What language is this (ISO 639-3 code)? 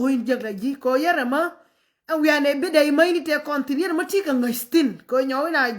nus